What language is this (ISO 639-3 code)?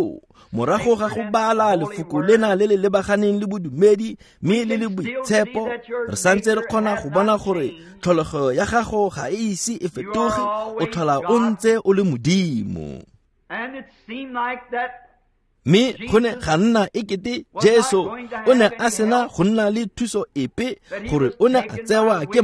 tsn